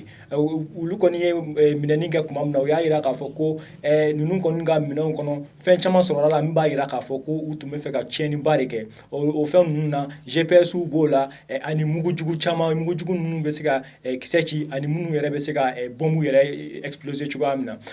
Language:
Bambara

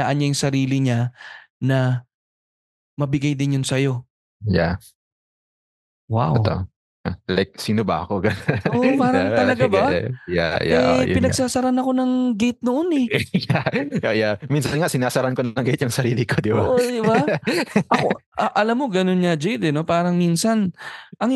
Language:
Filipino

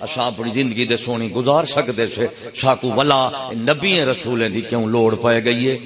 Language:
Saraiki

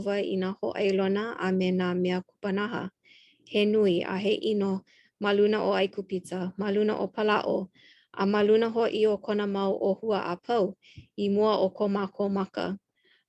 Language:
Hawaiian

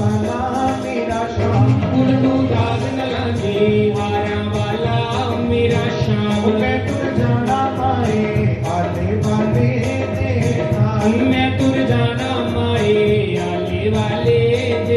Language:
Dogri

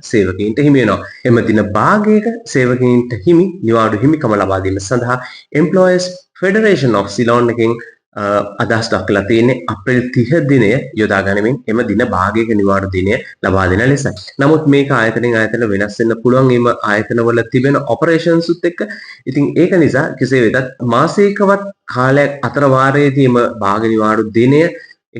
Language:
Sinhala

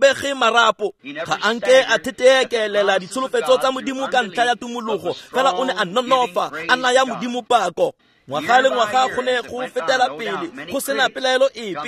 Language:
Tswana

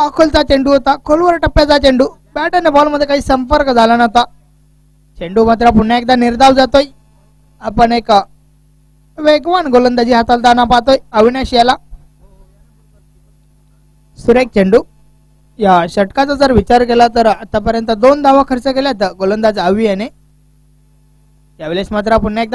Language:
Marathi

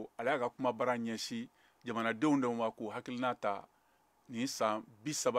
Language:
Bambara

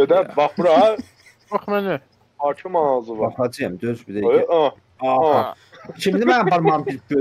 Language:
South Azerbaijani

